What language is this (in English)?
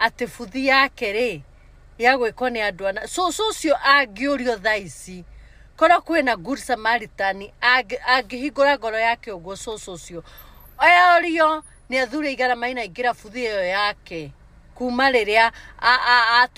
Kikuyu